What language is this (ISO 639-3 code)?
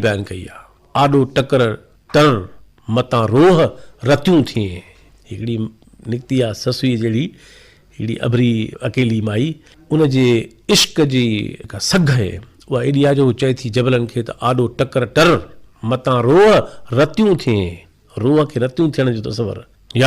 snd